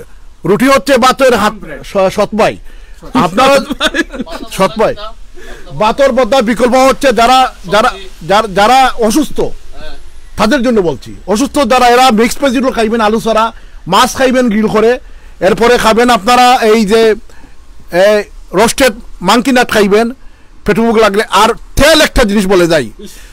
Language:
Sylheti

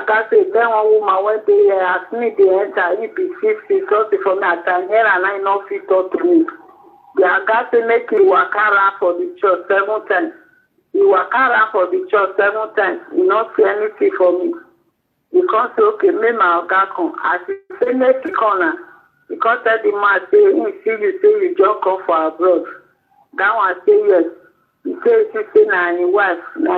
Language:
Nigerian Pidgin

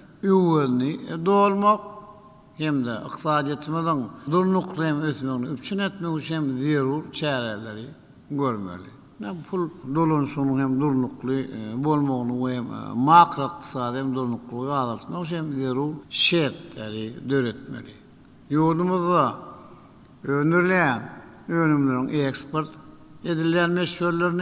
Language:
Turkmen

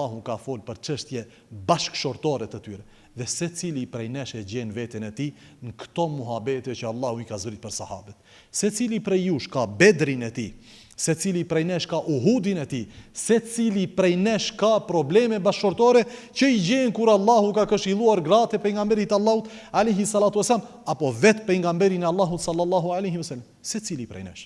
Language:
Albanian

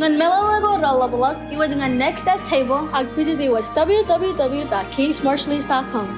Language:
Marshallese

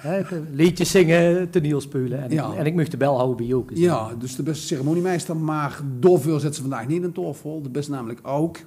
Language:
Limburgish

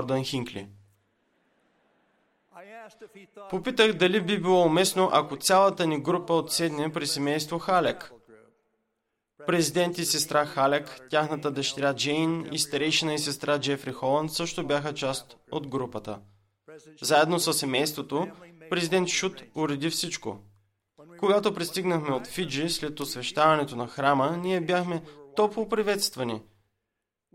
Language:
Bulgarian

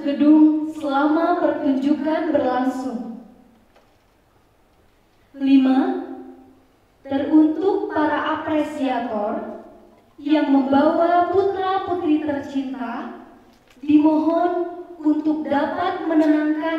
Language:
Indonesian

